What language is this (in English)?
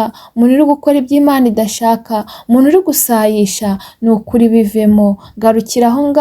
Kinyarwanda